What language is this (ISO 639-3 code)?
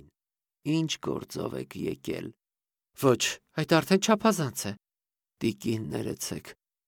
hye